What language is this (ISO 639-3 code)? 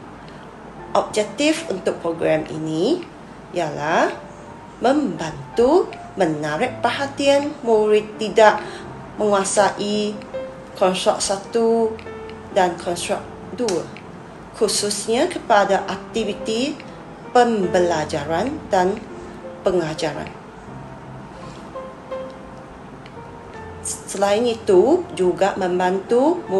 msa